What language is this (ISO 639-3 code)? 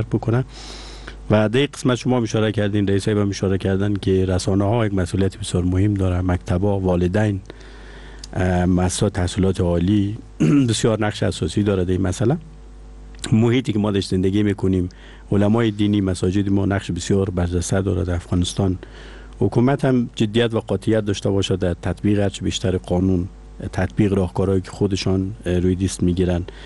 fas